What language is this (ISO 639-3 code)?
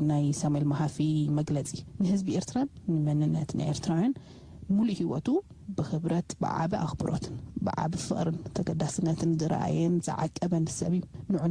tir